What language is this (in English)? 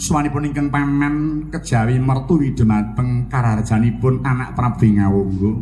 Javanese